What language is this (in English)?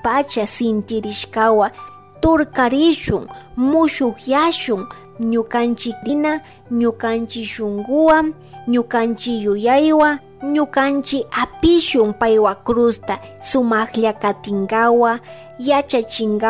Chimborazo Highland Quichua